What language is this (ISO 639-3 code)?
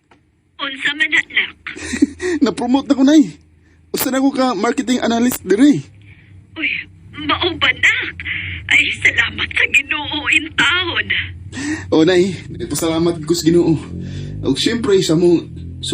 ceb